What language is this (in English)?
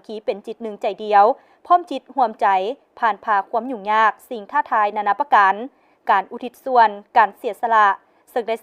Lao